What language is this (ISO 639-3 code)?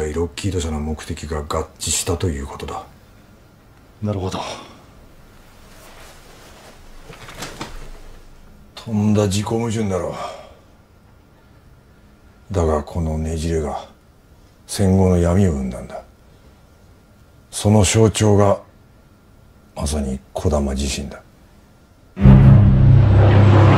jpn